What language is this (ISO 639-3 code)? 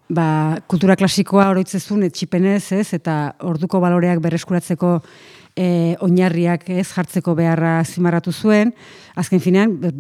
eus